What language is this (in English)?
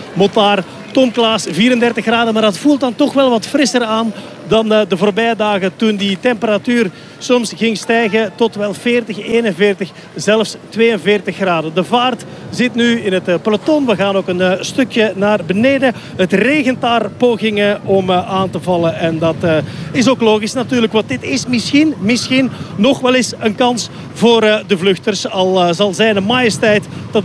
Dutch